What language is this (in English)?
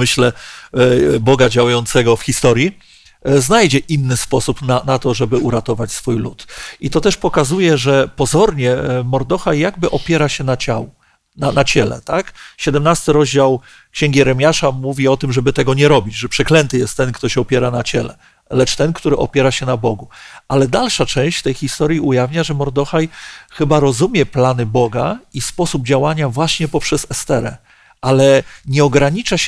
Polish